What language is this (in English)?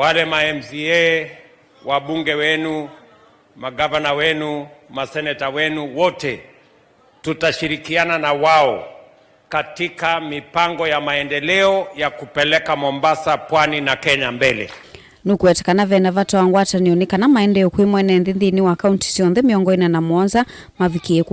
Kamba